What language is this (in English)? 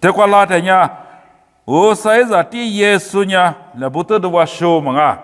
Lisu